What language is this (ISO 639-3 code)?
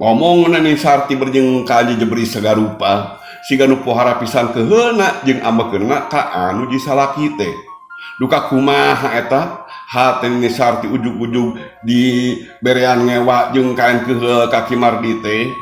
sun